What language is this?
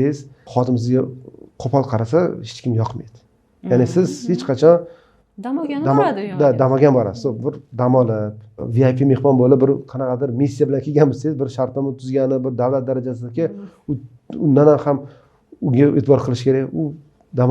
Uzbek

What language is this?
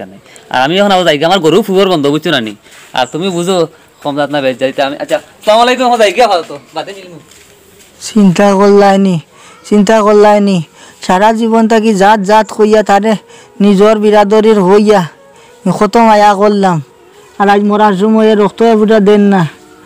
Sylheti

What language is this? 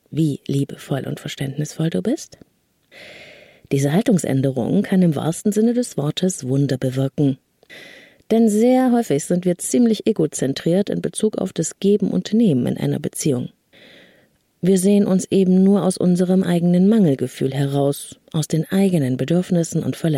German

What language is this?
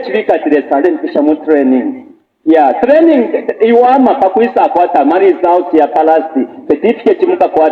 Bemba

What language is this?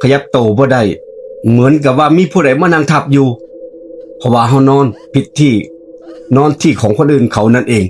Northeastern Thai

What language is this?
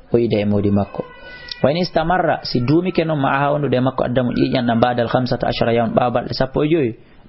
Fula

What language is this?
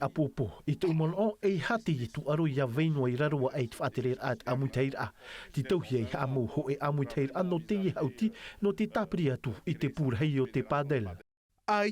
Tahitian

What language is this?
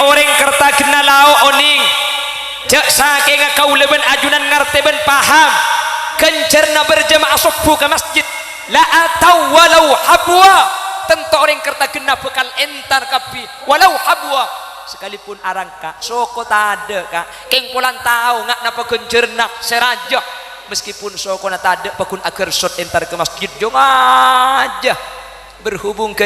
Madurese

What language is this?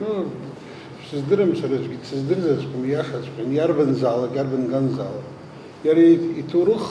Abkhazian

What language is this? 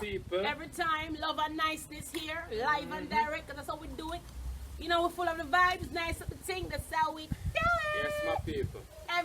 Jamaican Creole English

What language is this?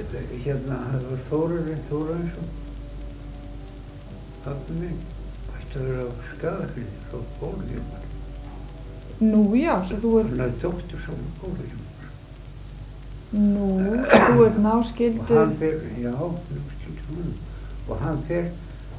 Icelandic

